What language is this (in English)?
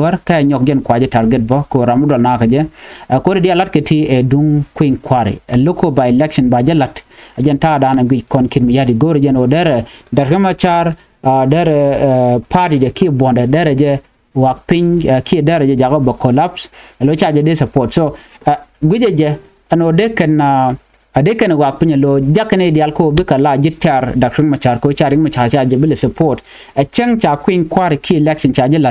Nuer